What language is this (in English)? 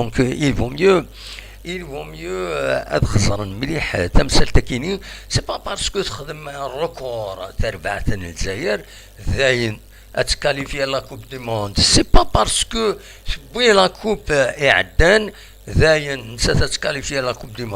Kabyle